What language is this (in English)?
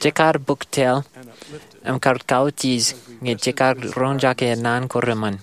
Marshallese